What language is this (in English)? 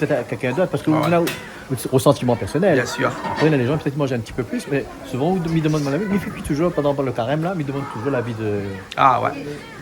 Réunion Creole French